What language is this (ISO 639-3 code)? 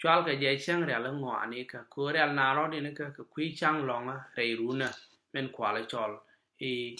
nus